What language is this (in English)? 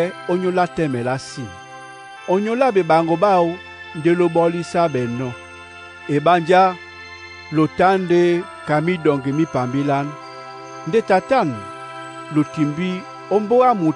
Duala